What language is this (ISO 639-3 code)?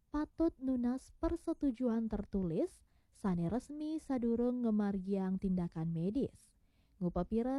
ban